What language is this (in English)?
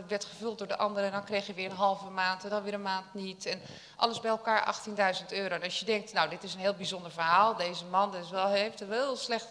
Dutch